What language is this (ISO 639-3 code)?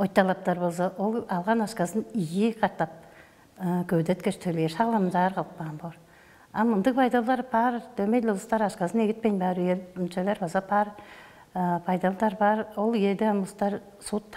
tyv